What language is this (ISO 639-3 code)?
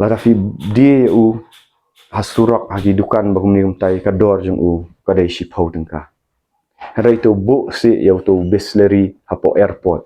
kha